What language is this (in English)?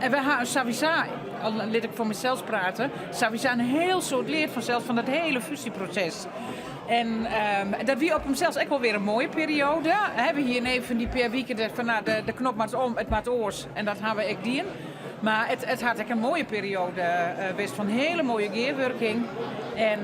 Western Frisian